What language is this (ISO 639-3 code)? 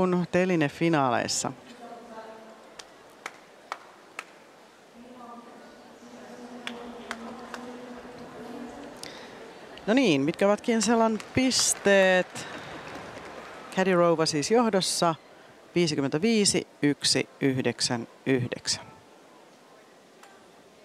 fin